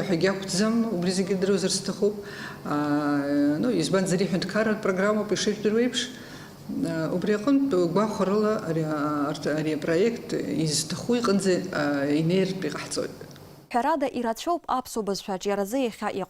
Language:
Abkhazian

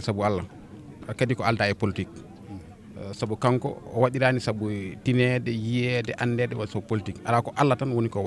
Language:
Fula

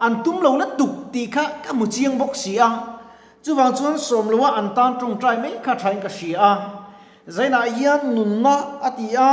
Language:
Mizo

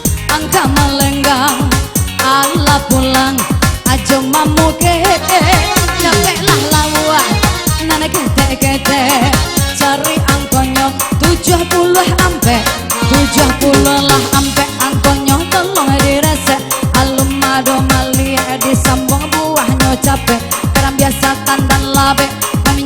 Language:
Minangkabau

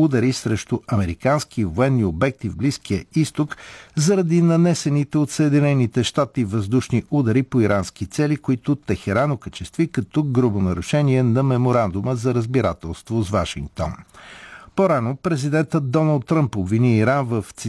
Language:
Bulgarian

